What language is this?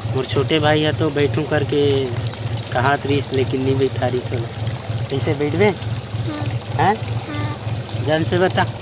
Chhattisgarhi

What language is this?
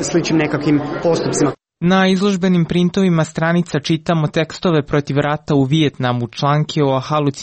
Croatian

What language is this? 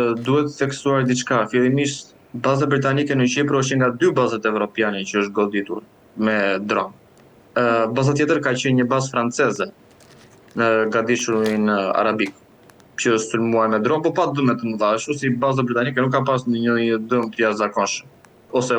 Albanian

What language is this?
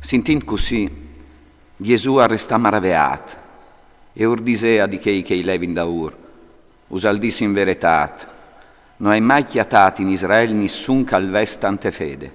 Friulian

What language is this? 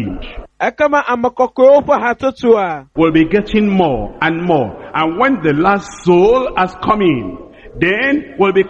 Ewe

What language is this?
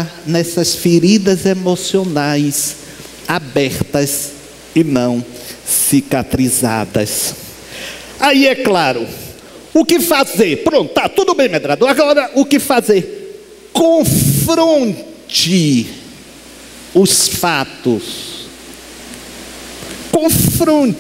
Portuguese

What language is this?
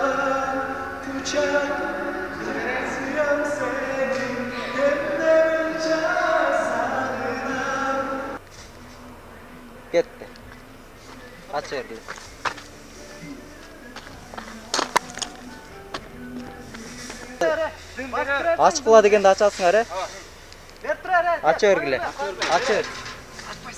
Kyrgyz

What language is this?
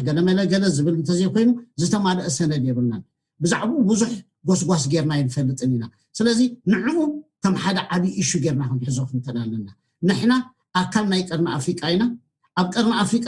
Tigrinya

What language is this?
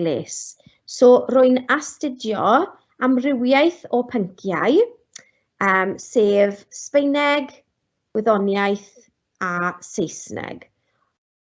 Welsh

